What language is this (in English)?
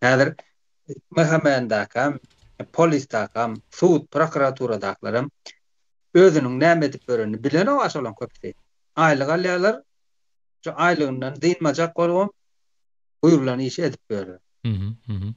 Turkmen